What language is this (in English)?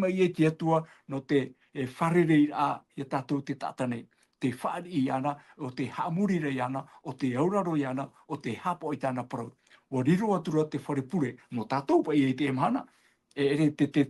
Tahitian